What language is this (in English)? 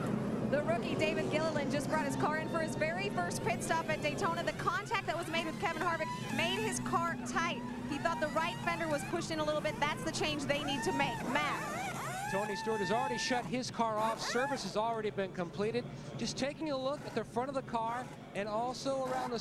English